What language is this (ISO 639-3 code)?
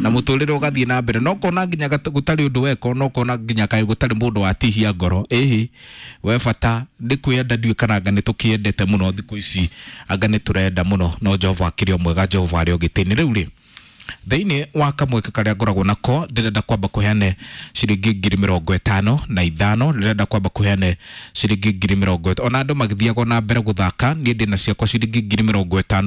kik